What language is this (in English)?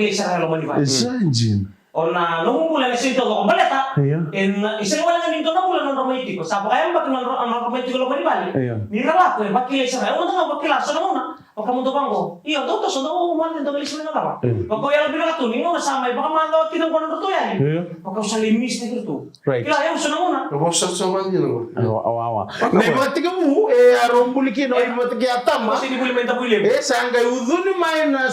Fijian